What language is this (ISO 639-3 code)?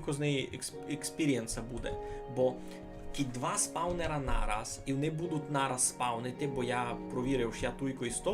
rue